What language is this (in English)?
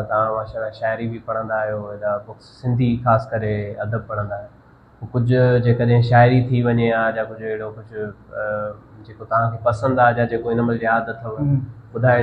Sindhi